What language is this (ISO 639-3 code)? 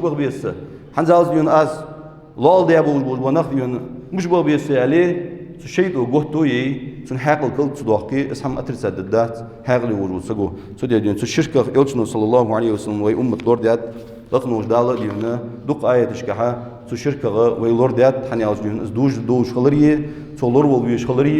inh